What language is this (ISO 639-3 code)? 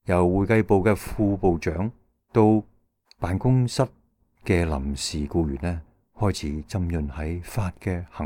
yue